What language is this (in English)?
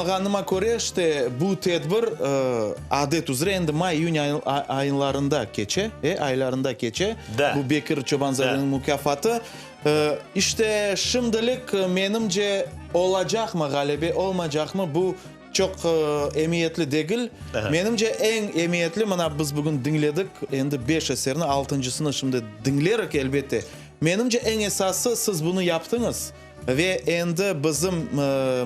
Crimean Tatar